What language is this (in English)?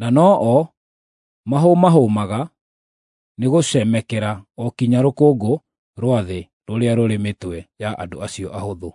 Kikuyu